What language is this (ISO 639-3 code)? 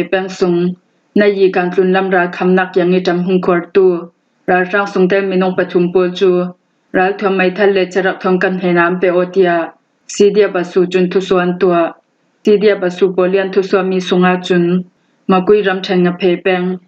cfm